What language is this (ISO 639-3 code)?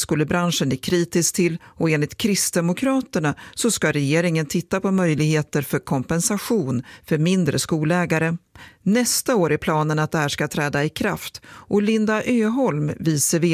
swe